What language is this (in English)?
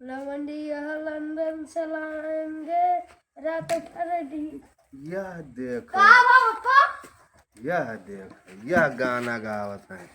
Awadhi